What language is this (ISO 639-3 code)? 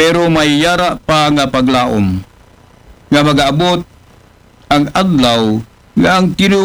akl